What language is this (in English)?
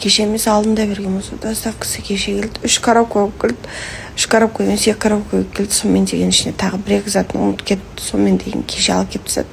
Kazakh